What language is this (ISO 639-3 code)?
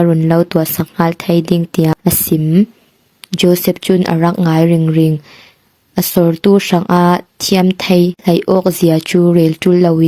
cfm